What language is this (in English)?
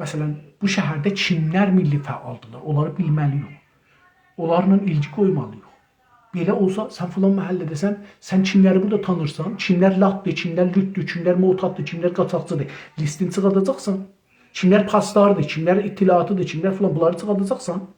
South Azerbaijani